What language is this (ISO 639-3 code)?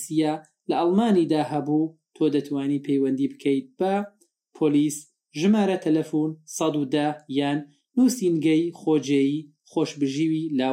ckb